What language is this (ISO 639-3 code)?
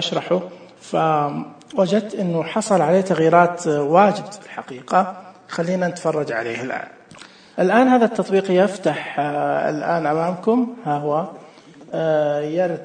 ars